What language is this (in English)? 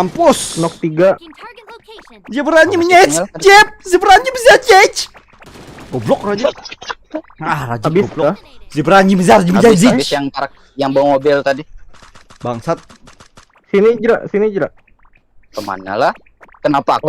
Banjar